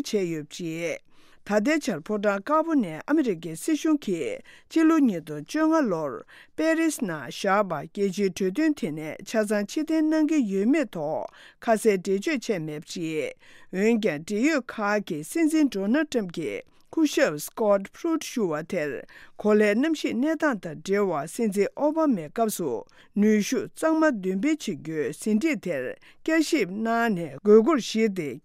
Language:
Tibetan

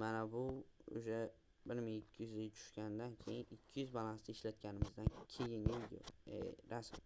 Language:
Uzbek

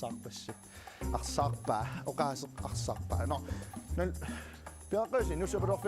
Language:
Kalaallisut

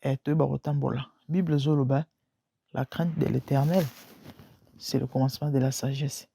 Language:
Lingala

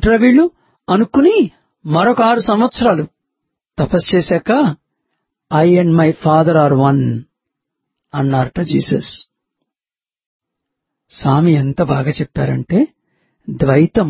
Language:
Telugu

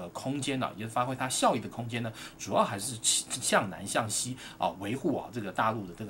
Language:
Chinese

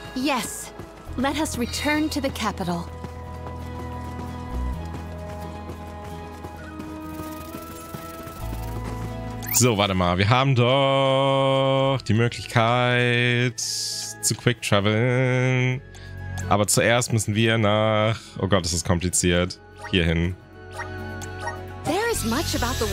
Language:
German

